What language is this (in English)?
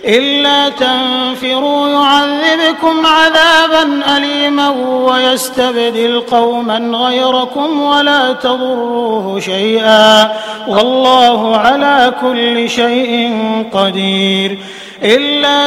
Arabic